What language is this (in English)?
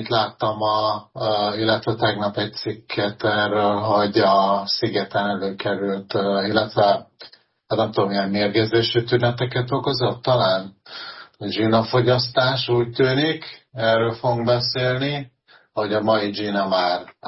Hungarian